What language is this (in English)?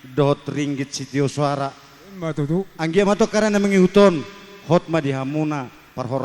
Batak Toba